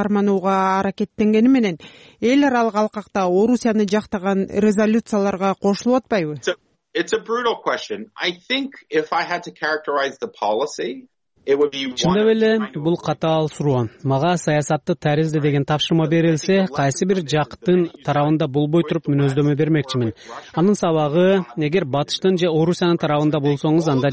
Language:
Kyrgyz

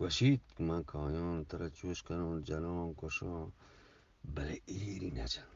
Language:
Eastern Balochi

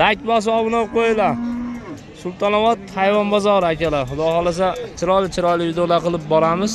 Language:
Uzbek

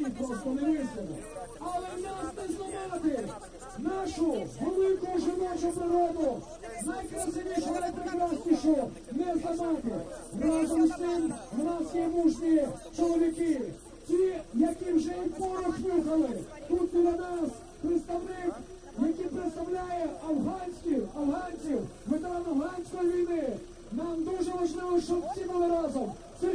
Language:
Ukrainian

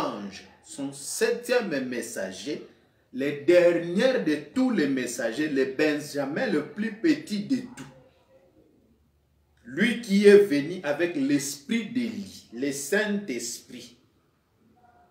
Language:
French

